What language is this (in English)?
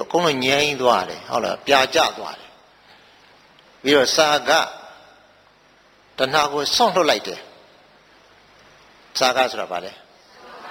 Burmese